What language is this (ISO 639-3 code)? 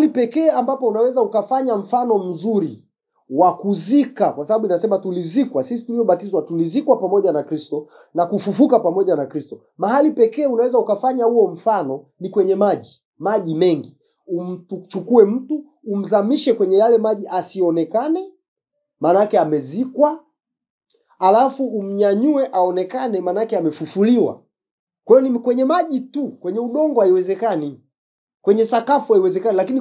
swa